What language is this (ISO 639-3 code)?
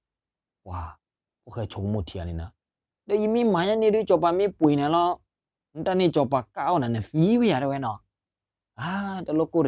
ksw